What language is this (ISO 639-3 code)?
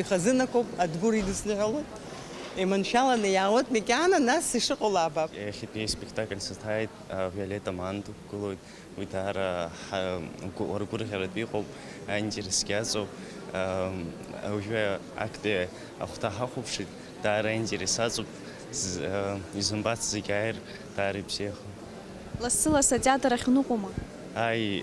abk